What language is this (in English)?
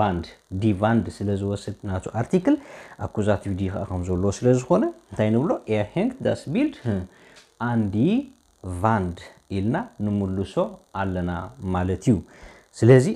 Tigrinya